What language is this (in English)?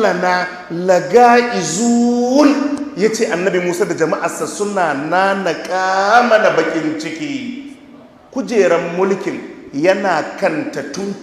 Hausa